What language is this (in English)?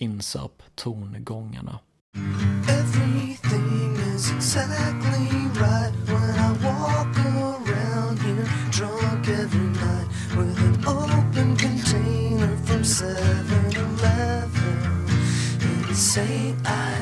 Swedish